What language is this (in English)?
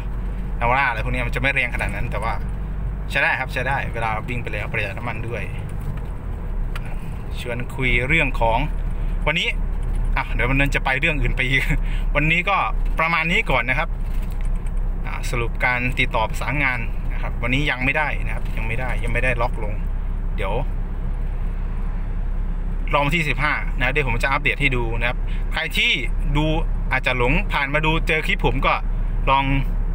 Thai